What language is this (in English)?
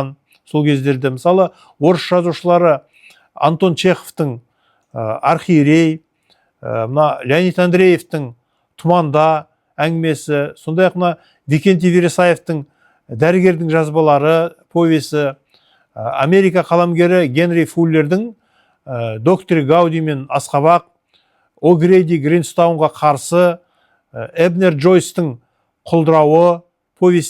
Kazakh